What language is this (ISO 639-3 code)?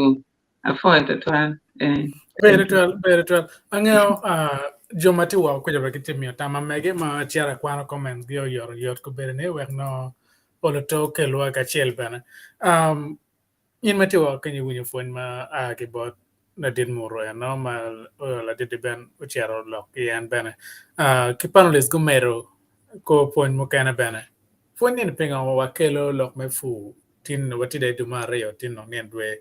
ach